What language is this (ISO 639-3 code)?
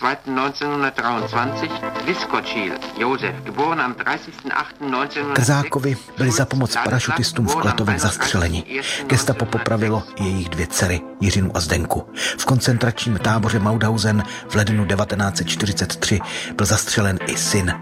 ces